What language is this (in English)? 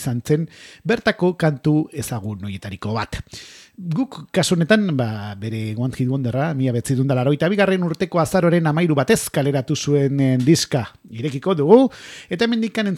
Basque